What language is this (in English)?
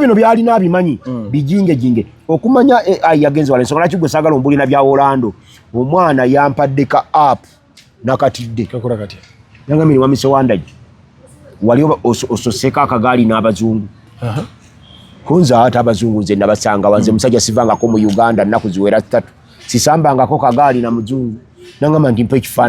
Ganda